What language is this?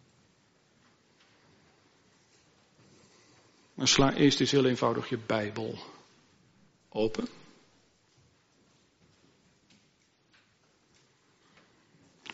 Dutch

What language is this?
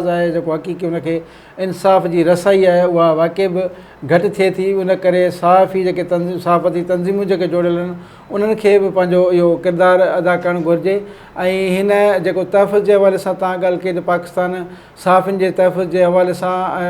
Sindhi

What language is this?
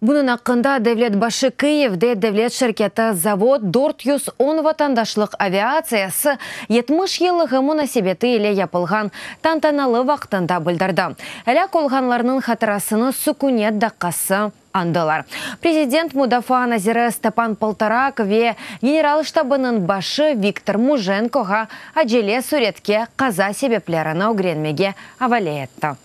Crimean Tatar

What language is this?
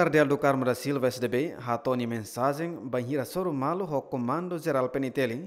Tetum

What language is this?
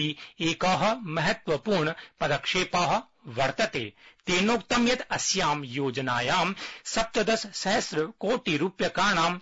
Sanskrit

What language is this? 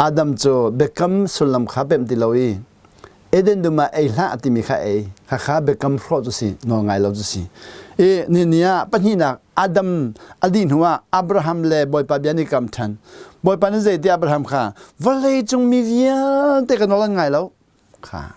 Hakha Chin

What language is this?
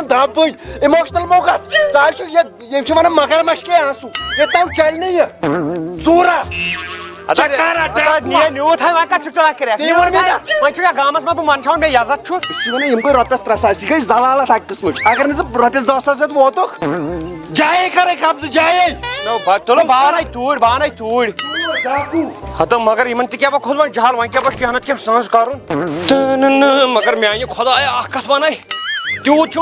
Kashmiri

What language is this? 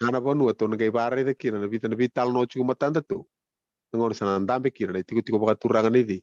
Fijian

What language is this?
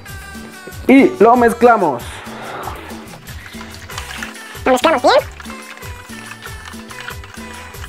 Spanish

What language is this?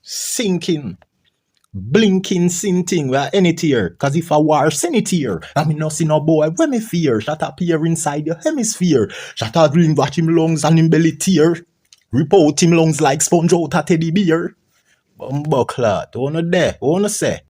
Jamaican Creole English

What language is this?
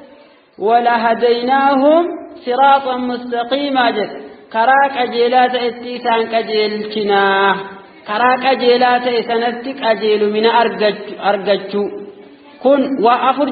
Oromo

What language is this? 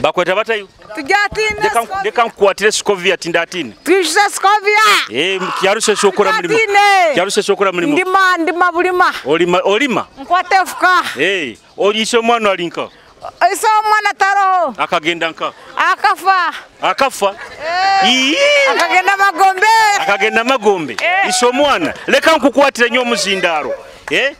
Nyoro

